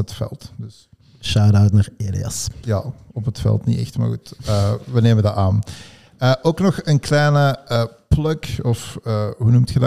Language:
Dutch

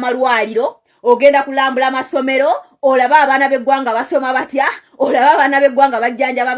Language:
Ganda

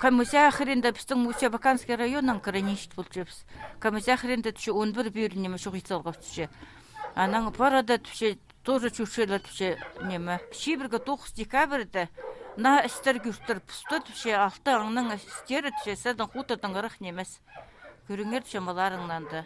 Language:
Khakas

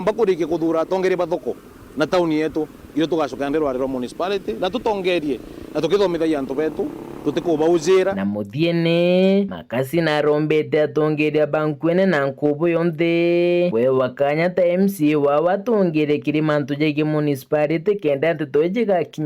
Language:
Meru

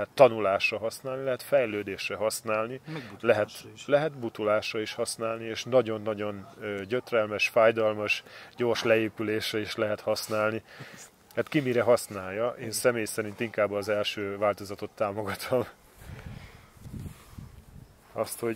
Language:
Hungarian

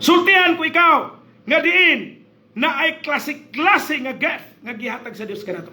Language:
Cebuano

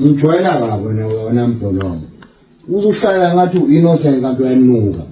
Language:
Zulu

